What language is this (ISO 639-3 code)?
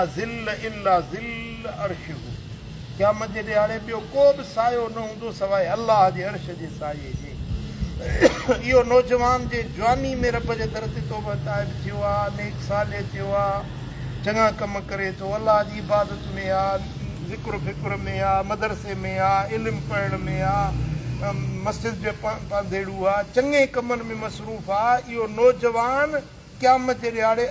snd